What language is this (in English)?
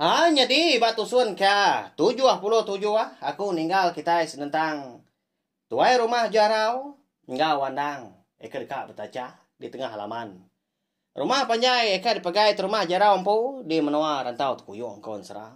Iban